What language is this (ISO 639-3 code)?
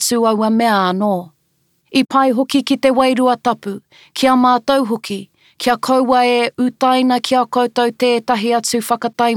mri